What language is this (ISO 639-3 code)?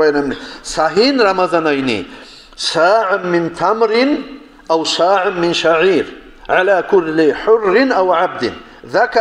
kum